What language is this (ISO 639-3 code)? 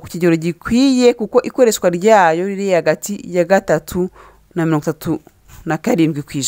kin